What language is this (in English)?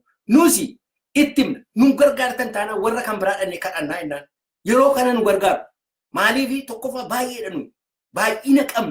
Oromo